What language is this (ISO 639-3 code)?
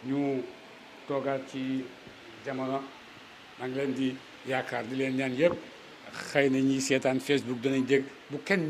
wol